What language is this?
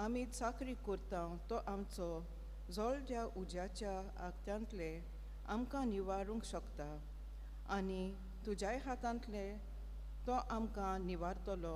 Konkani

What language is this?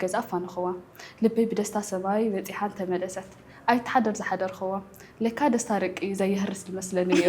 Tigrinya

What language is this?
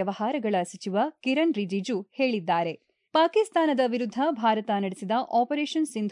Kannada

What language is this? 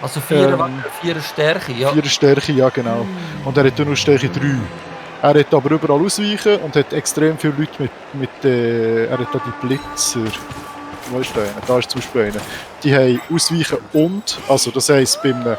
Swiss German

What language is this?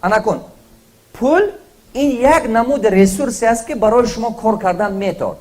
Tajik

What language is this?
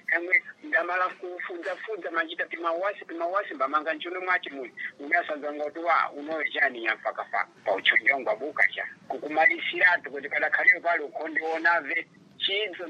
Sena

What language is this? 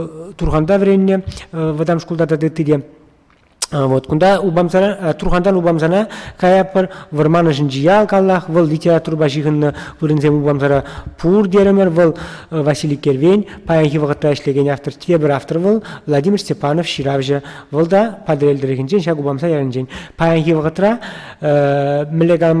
Chuvash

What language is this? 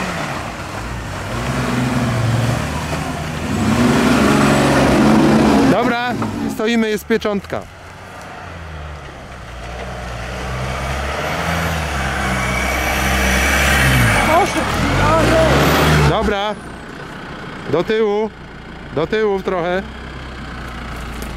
Polish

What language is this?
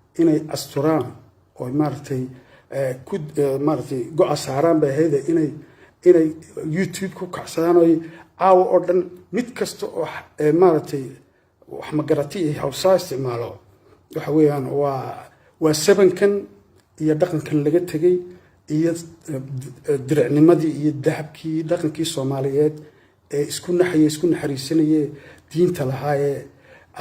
Somali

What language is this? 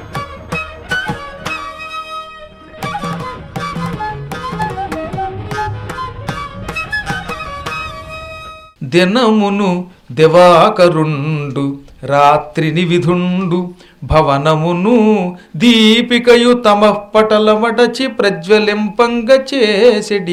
Telugu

